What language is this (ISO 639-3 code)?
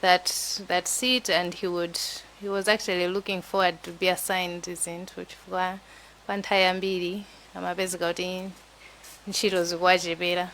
nya